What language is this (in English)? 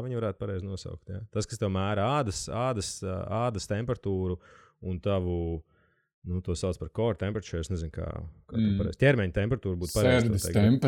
Latvian